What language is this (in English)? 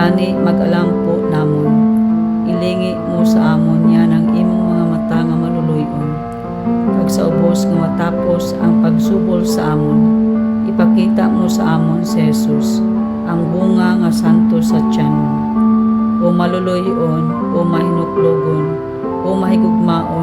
Hiligaynon